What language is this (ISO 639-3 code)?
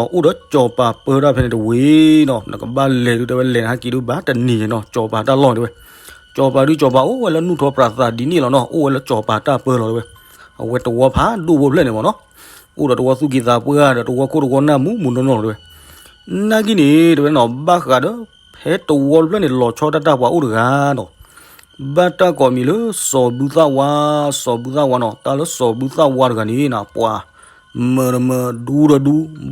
ksw